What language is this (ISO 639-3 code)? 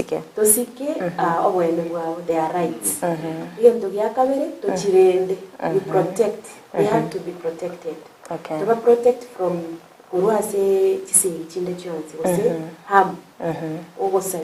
guz